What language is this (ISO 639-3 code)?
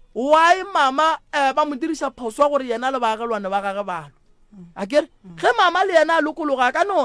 nso